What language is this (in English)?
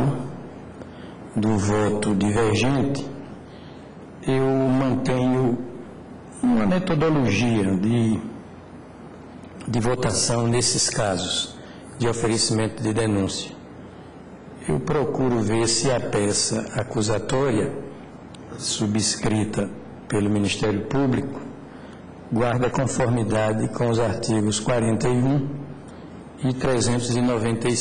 Portuguese